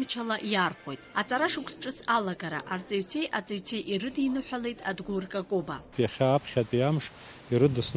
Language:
Abkhazian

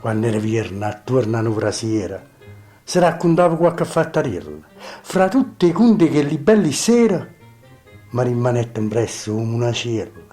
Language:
Neapolitan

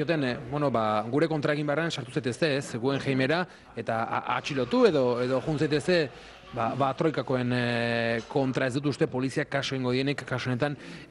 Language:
Basque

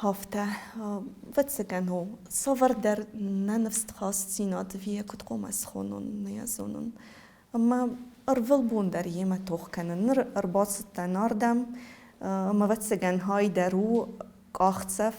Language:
Ossetic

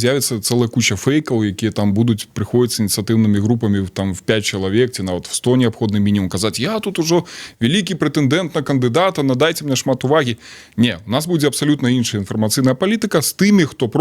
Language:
Belarusian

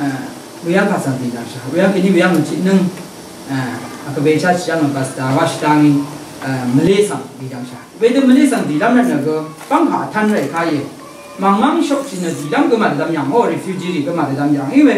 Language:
Rawang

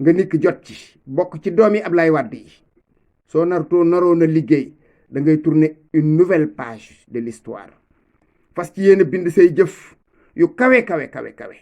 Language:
Wolof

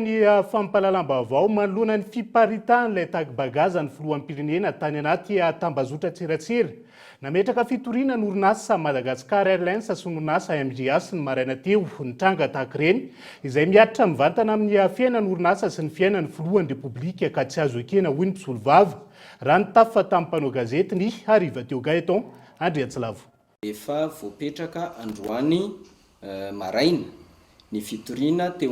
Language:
Malagasy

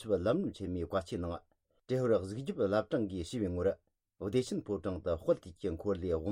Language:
Tibetan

